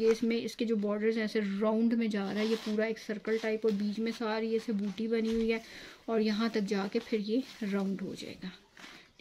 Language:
Hindi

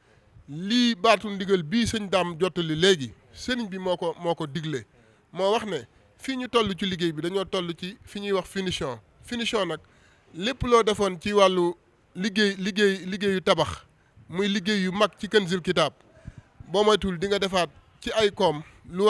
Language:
Wolof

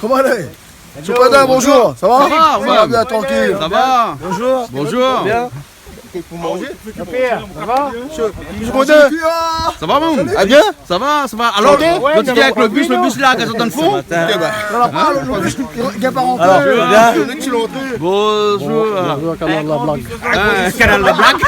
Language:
Réunion Creole French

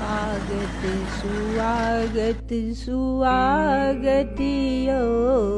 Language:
Maithili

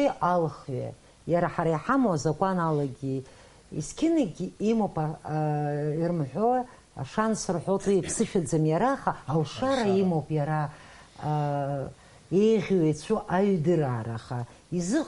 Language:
Abkhazian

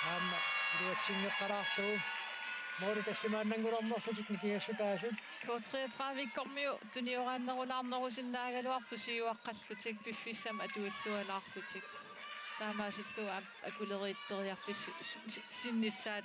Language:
Kalaallisut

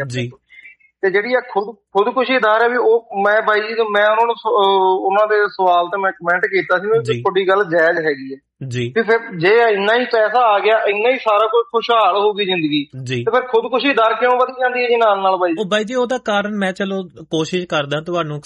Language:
Punjabi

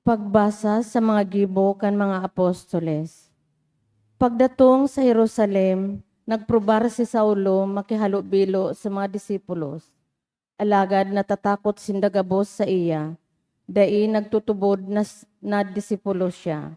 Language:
Bikol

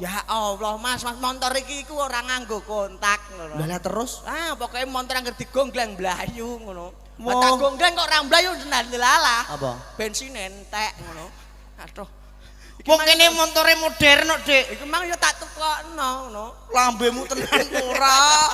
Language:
Javanese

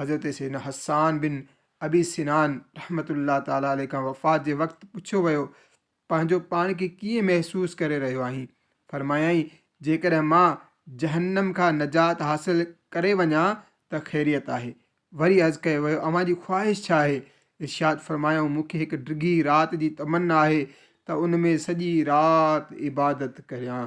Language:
Sindhi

